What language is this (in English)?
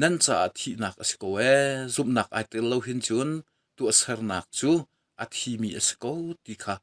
Hakha Chin